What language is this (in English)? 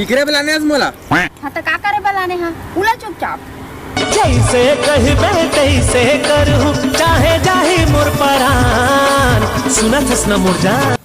Chhattisgarhi